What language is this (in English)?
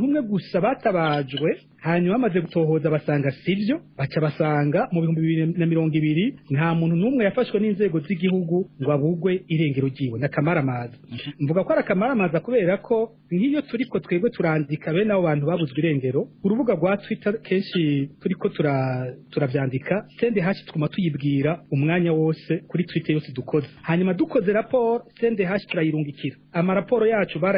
Rundi